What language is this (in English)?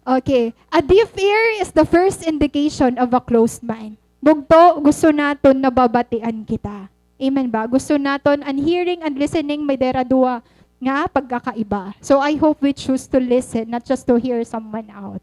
Waray